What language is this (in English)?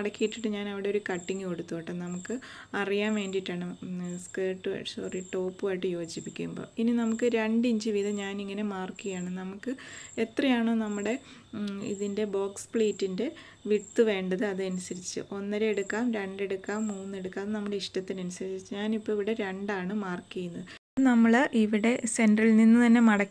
Malayalam